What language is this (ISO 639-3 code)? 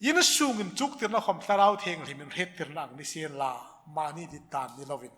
hmr